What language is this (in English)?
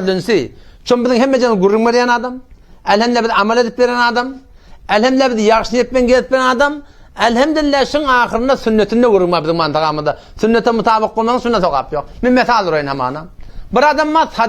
Turkmen